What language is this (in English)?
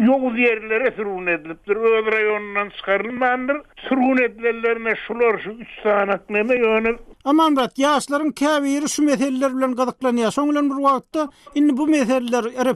Turkmen